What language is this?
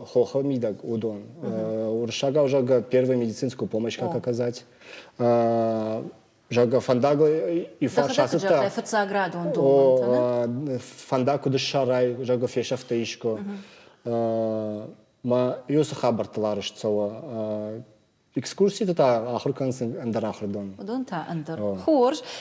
Ossetic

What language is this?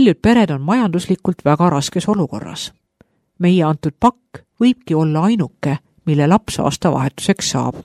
Estonian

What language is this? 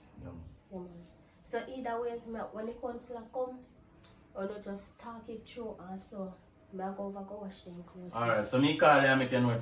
Jamaican Creole English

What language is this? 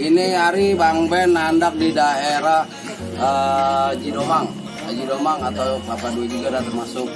Betawi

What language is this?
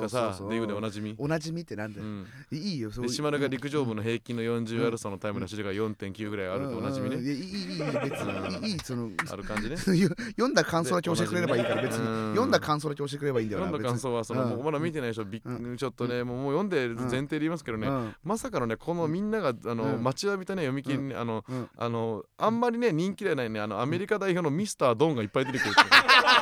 Japanese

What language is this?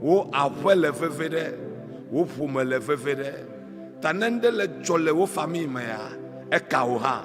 Ewe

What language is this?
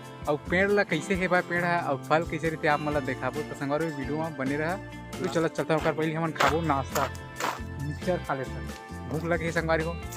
Chhattisgarhi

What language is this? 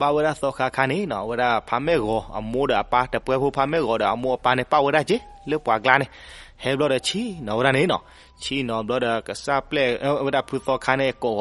S'gaw Karen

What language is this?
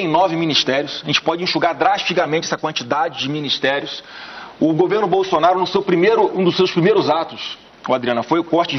Portuguese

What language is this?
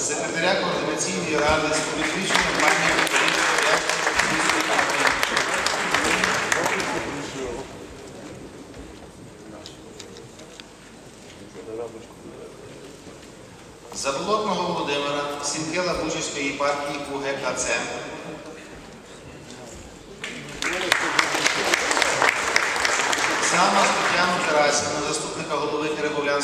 Ukrainian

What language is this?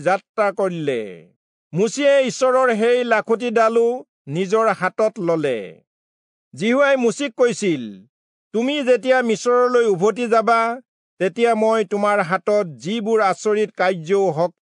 Assamese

